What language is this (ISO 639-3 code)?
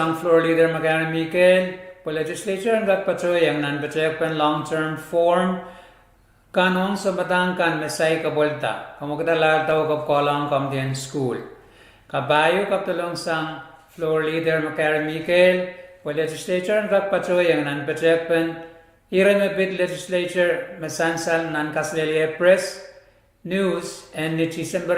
pon